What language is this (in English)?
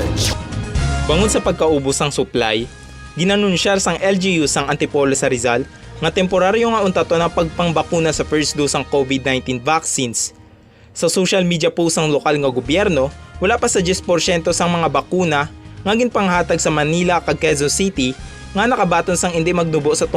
Hiligaynon